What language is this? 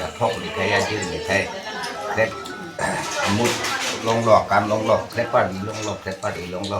Karbi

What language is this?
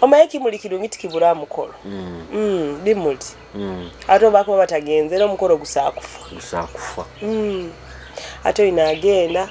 Nyoro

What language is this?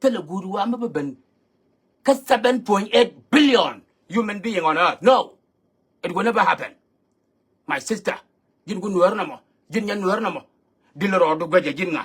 Nuer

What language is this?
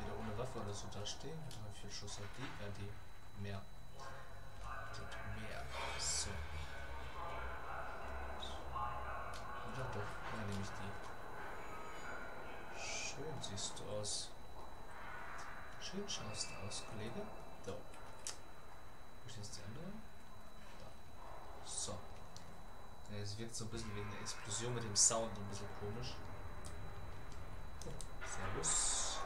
German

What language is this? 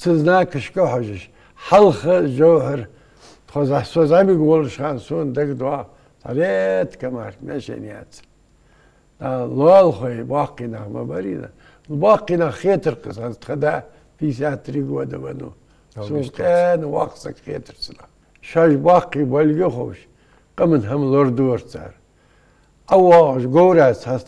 Ingush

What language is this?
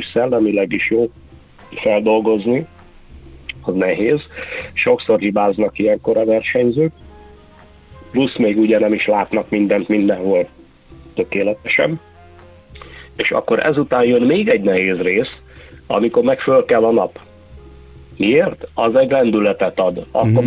Hungarian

